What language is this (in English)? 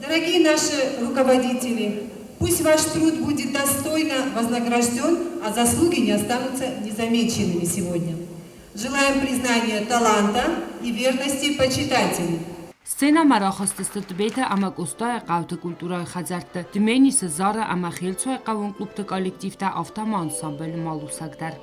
Ossetic